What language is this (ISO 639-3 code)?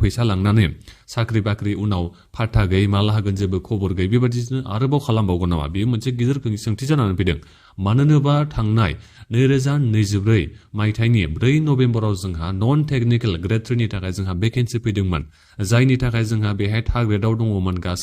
brx